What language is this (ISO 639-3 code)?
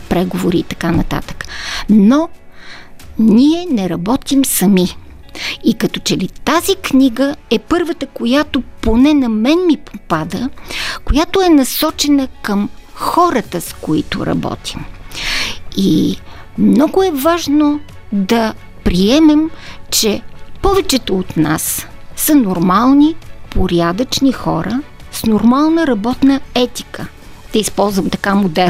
bul